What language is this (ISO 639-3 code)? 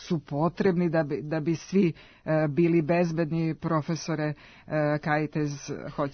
srp